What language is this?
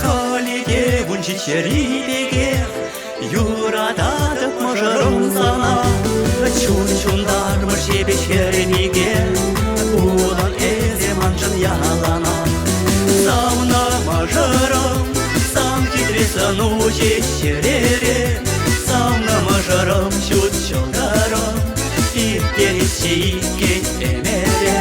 Chuvash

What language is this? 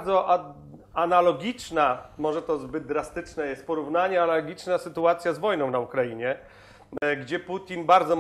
Polish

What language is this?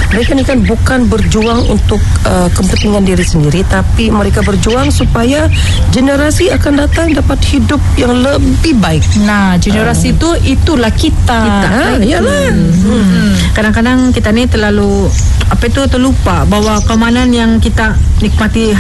Malay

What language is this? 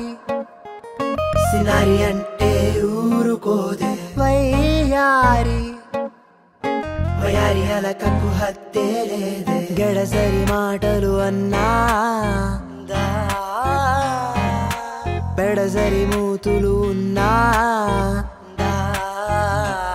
Telugu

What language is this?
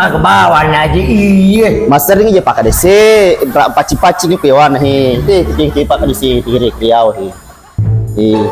Buginese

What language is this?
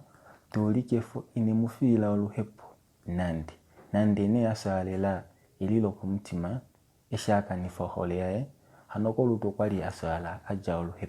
Kuanyama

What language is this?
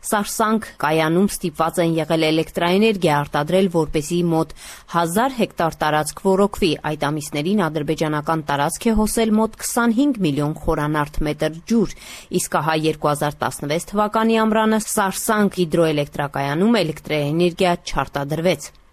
Armenian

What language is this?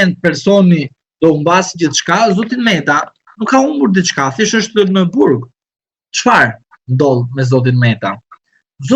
Albanian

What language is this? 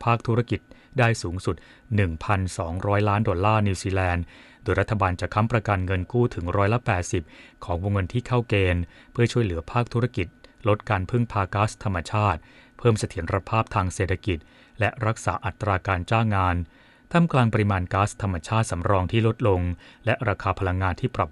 Thai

